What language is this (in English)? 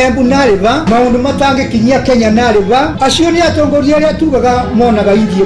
Kikuyu